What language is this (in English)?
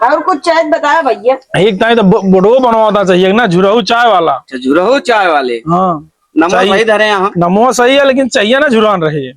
Awadhi